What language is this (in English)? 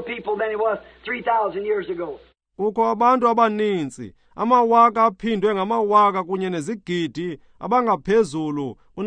Xhosa